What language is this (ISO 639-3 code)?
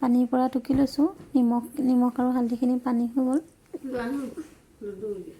asm